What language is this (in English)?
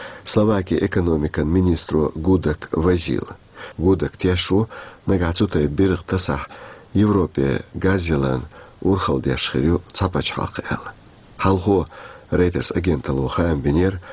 Chechen